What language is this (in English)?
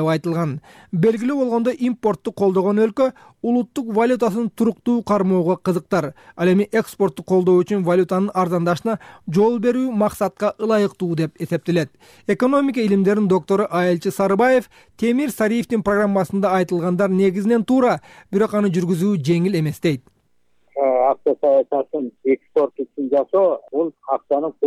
Kyrgyz